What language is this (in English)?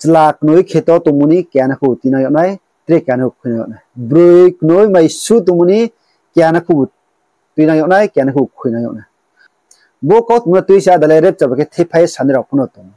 Riang (India)